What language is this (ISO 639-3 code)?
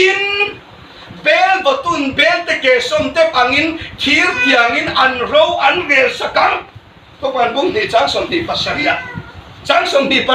hmr